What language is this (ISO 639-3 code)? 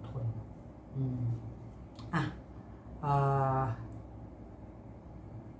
tha